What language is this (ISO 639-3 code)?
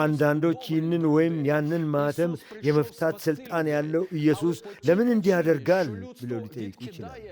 amh